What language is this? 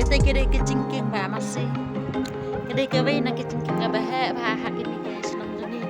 Khasi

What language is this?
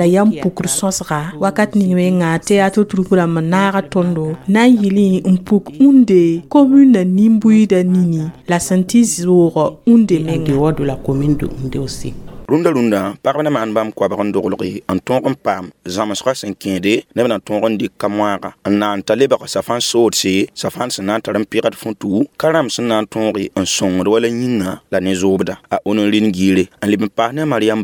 Mossi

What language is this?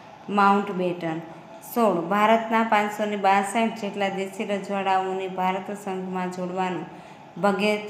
Gujarati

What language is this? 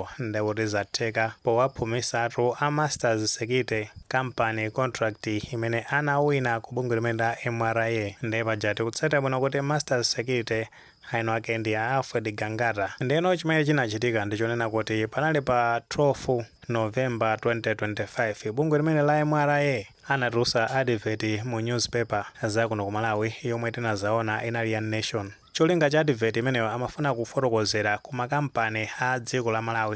Nyanja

